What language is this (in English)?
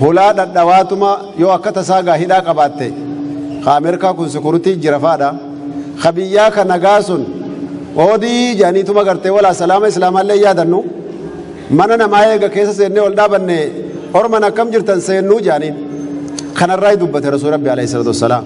Oromo